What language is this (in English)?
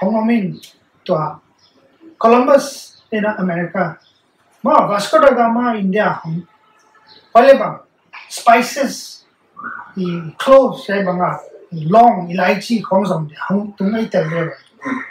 Paite Chin